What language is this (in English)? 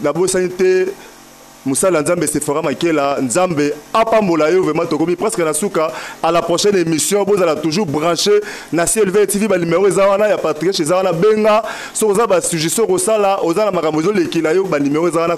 Lingala